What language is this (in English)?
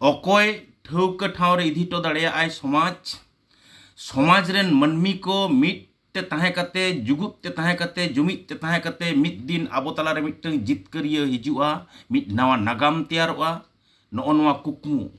Santali